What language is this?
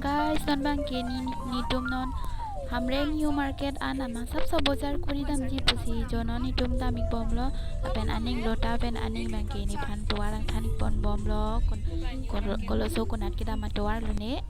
Karbi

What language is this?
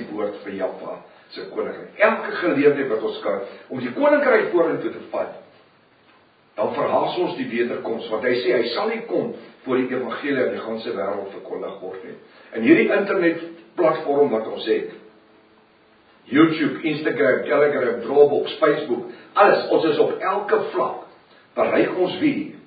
Afrikaans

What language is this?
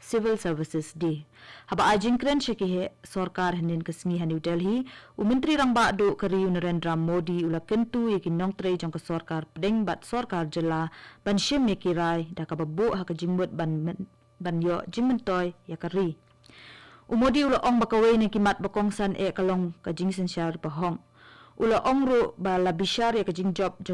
Khasi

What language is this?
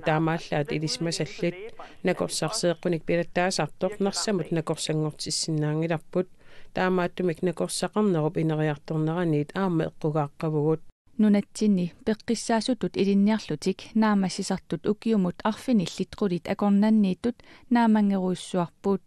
Kalaallisut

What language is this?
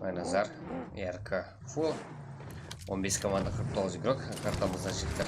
Kara-Kalpak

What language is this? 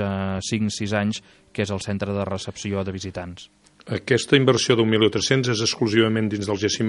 Catalan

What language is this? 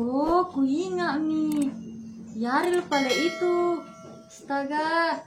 Makassar Malay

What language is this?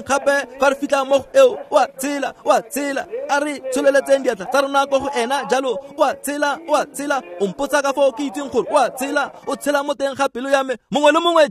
Tswana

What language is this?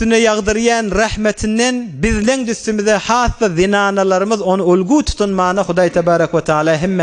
Turkmen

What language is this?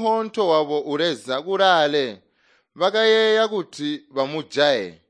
Tonga (Zambia)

